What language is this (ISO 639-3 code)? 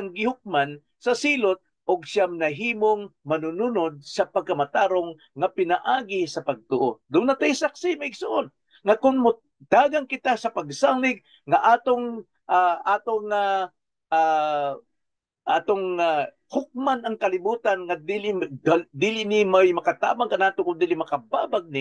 ceb